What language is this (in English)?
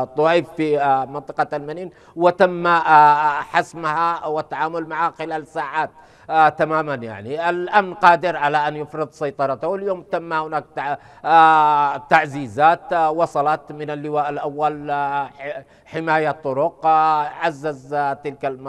Arabic